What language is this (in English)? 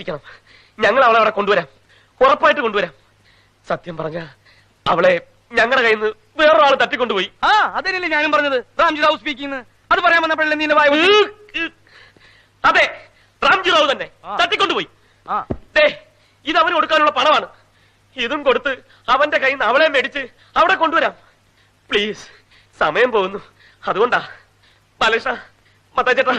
Malayalam